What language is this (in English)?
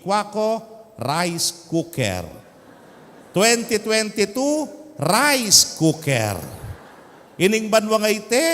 Pampanga